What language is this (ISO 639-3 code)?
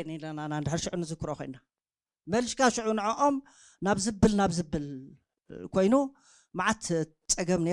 tir